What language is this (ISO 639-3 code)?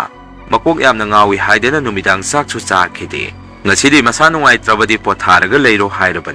mni